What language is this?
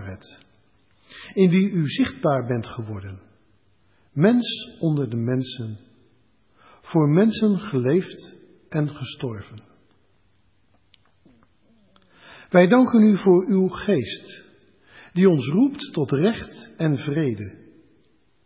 Dutch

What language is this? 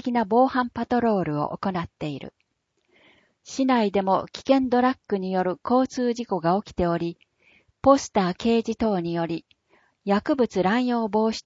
Japanese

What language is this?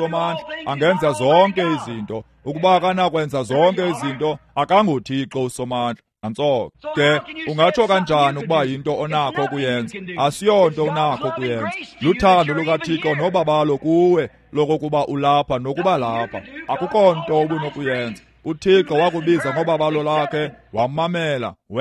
Xhosa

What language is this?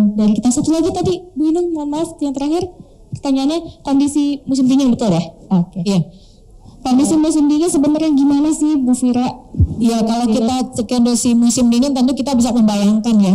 Indonesian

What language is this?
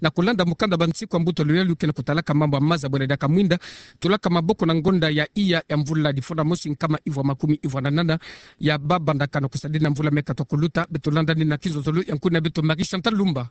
Kituba (Democratic Republic of Congo)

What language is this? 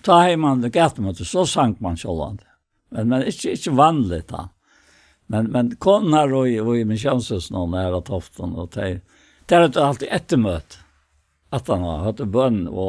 Faroese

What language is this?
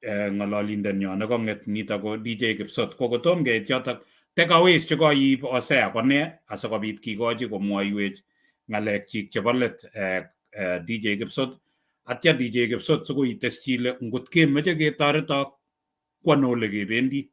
Kalenjin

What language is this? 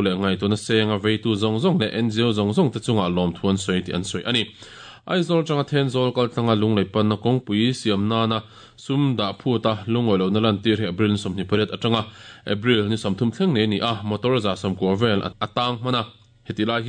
Mizo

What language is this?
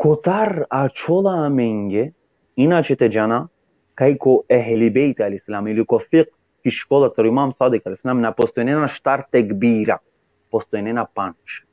Balkan Romani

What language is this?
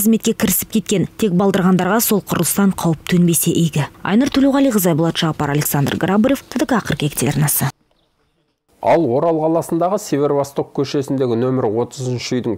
Kazakh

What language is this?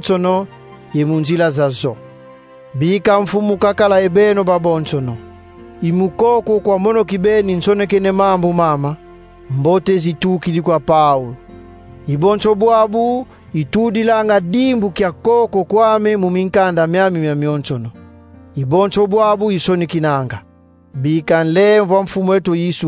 Kongo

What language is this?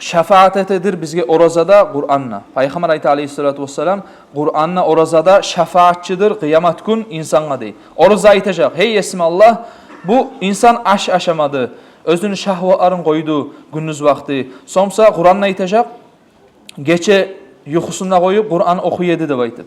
Kumyk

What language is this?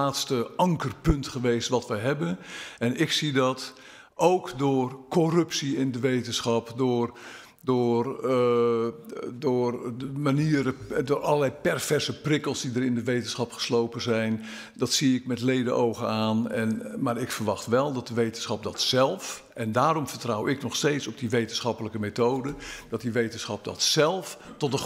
Dutch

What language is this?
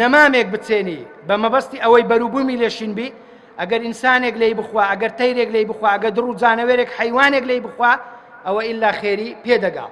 Central Kurdish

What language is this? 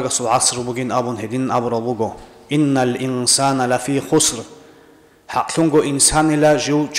Avaric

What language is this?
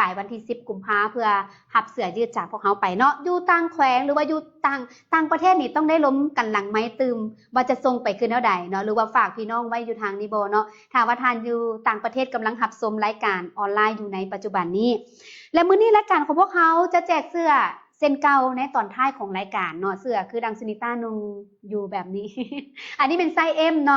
Lao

